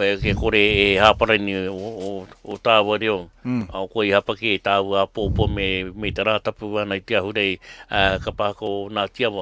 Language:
Māori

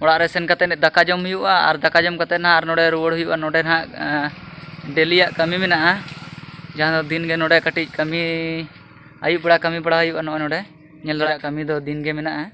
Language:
Santali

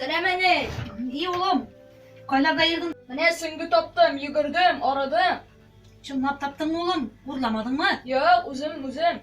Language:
Tatar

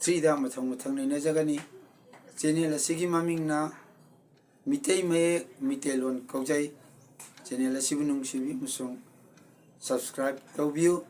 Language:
Manipuri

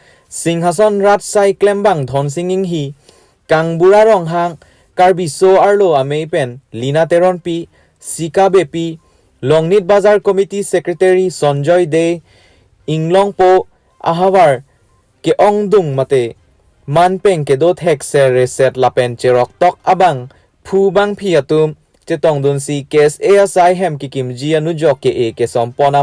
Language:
Karbi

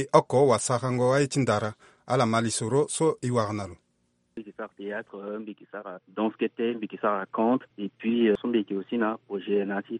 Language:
Sango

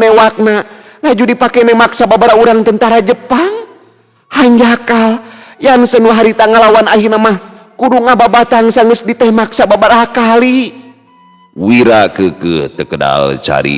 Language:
Sundanese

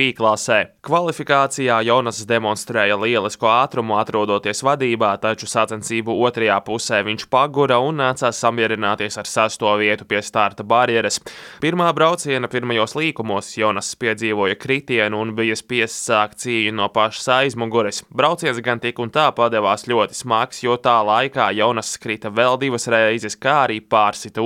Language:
Latvian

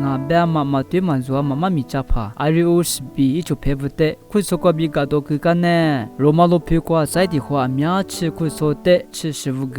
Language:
Lisu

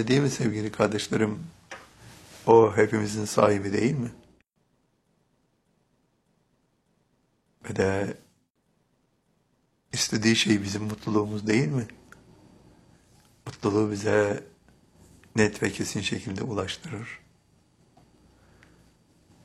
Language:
Turkish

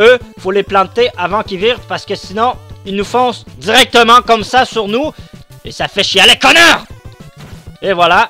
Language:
French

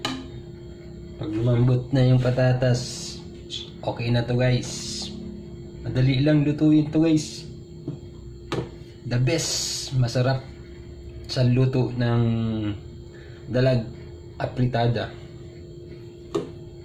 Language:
Filipino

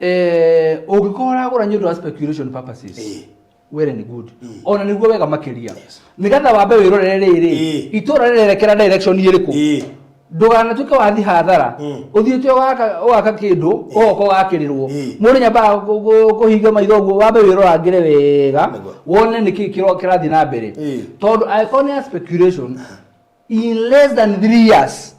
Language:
Kikuyu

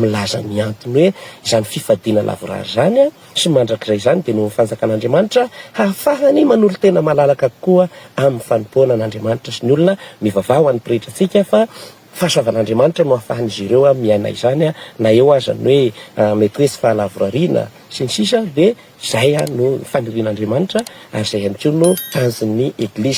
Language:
Malagasy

